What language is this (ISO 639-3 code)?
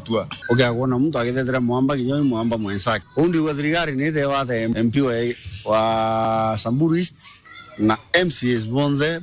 mer